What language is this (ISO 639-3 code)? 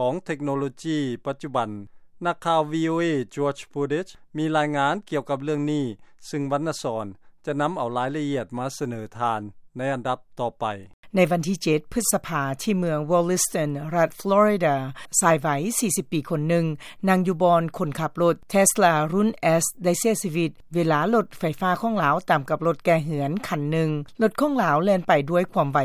lao